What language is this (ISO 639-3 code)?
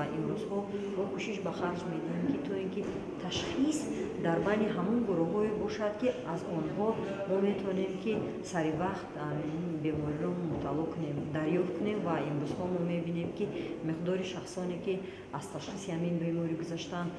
tgk